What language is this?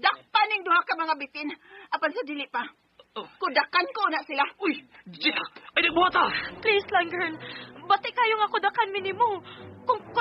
Cebuano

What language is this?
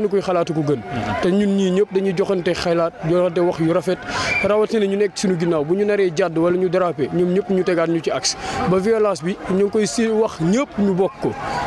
Wolof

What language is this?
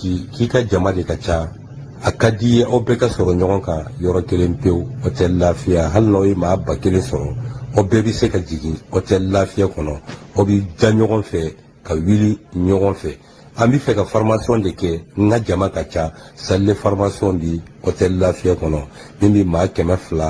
Bambara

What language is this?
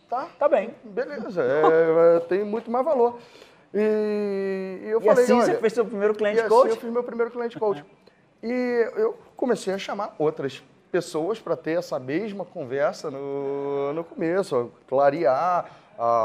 Portuguese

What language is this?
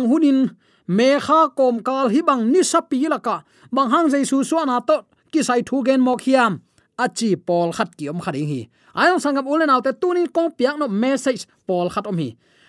Tedim Chin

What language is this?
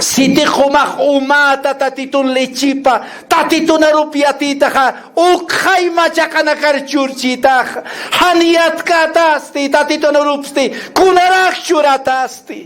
Aymara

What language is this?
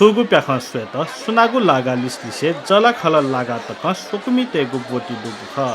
Newari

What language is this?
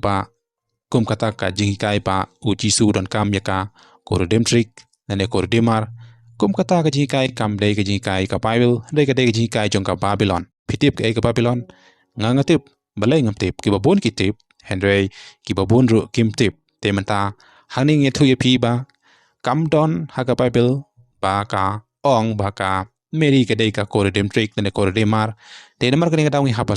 Khasi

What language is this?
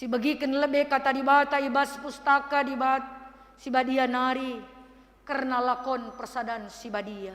Batak Karo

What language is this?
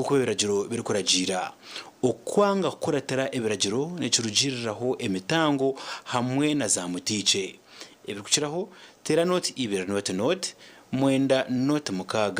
Nyankole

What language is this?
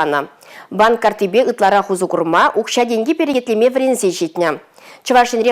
Chuvash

